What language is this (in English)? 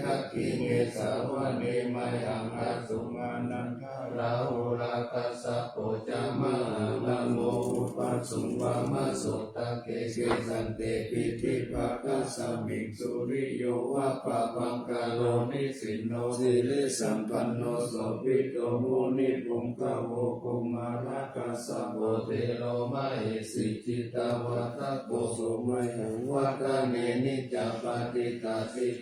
Pali